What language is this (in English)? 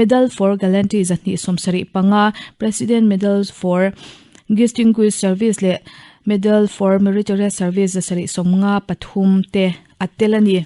Mizo